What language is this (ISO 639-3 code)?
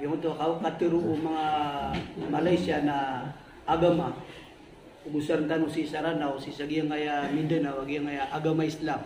mrw